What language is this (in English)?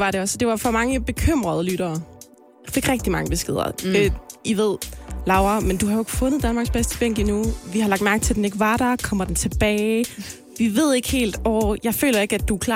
Danish